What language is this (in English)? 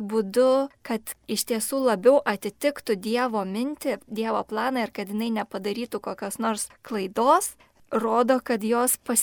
Lithuanian